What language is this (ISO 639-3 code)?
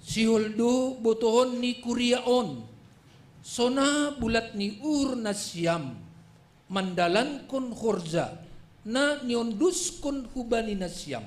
bts